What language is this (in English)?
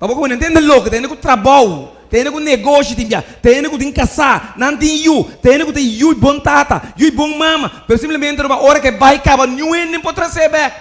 Papiamento